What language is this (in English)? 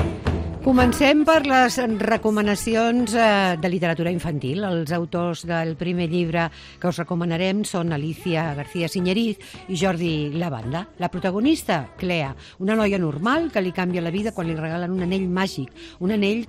Catalan